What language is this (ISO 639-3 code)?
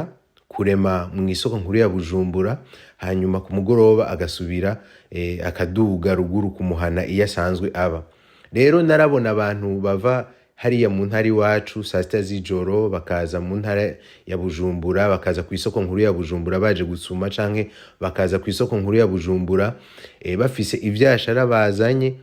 run